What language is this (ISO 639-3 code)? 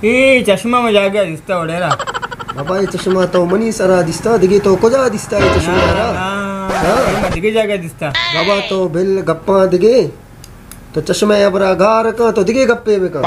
bal